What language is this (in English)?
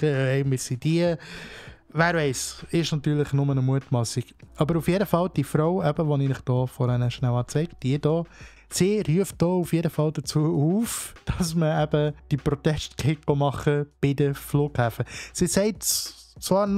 Swiss German